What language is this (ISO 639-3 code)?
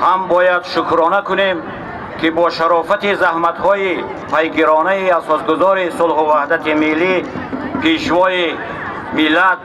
tgk